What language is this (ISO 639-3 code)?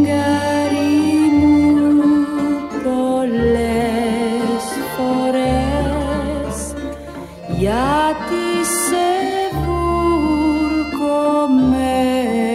ell